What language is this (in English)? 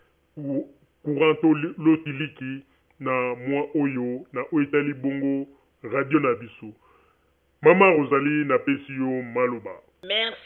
Lingala